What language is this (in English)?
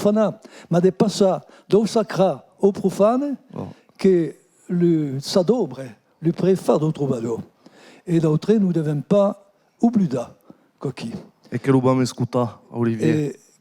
Occitan